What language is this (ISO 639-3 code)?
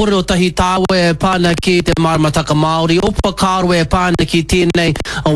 mri